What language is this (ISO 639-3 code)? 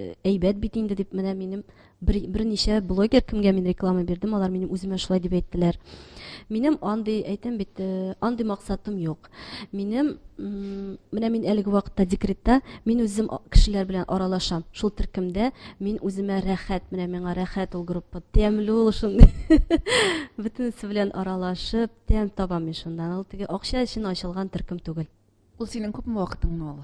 tat